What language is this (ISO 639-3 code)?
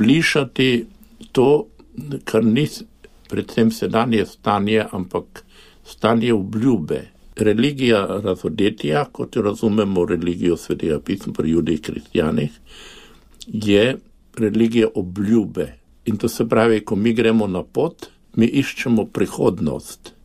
slv